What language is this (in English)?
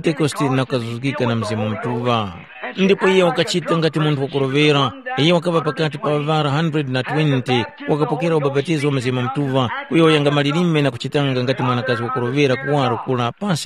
Tumbuka